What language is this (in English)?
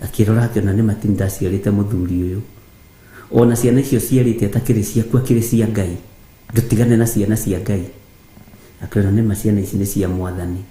Kikuyu